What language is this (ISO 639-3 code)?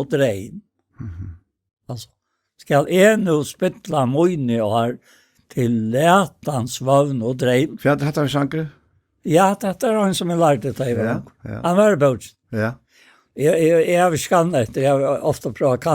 fao